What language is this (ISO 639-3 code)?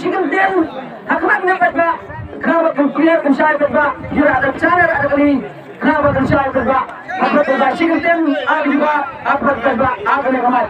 kha